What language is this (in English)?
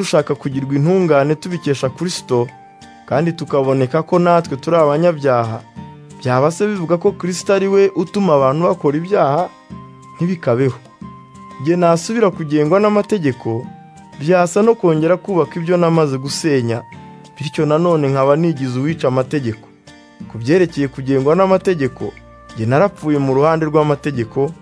Kinyarwanda